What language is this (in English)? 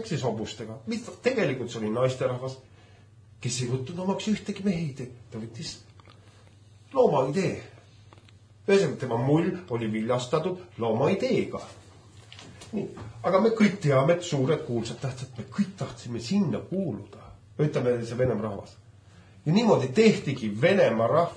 Estonian